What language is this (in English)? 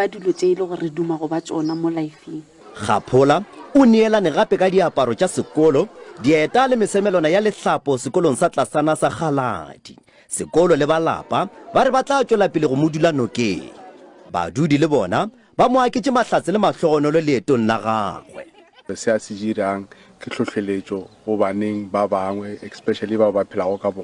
Northern Sotho